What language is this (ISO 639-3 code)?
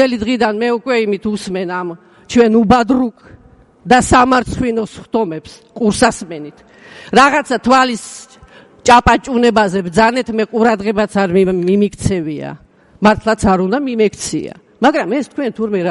kat